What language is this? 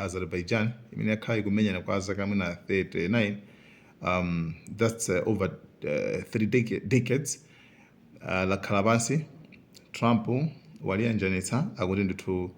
Nyanja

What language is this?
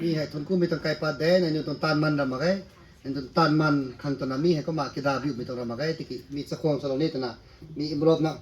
Rongmei Naga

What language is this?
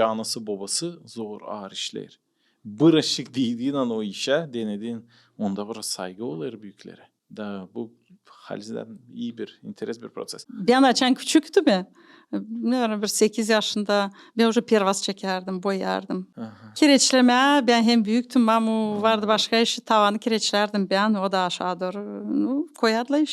Gagauz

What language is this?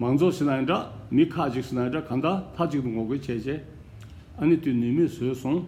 Tibetan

